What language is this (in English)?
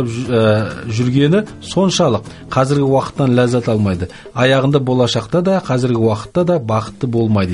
Kazakh